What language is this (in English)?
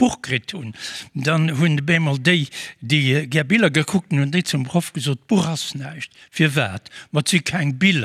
Luxembourgish